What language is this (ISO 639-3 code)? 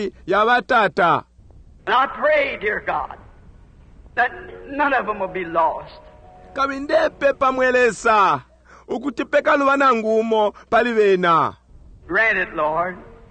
bem